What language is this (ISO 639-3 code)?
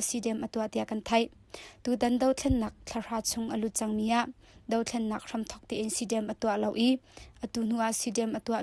cnh